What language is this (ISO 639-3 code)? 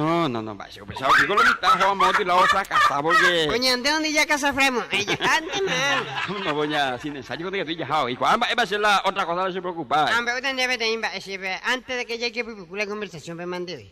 grn